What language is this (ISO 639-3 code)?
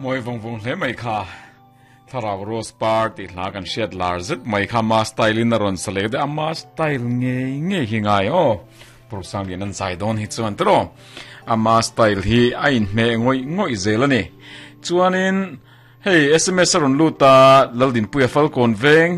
lus